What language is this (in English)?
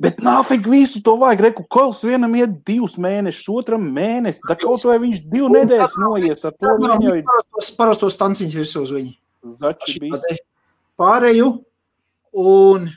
Latvian